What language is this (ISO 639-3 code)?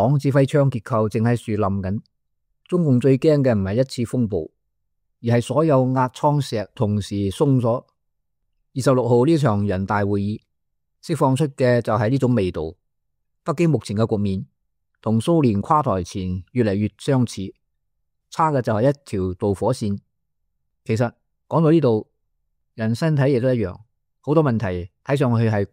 yue